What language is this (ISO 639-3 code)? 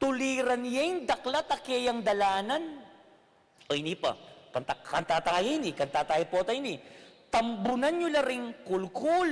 pam